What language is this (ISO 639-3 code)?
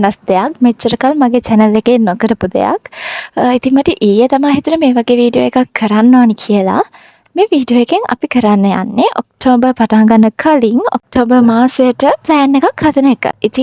sin